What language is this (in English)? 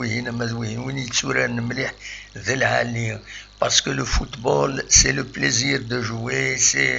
Kabyle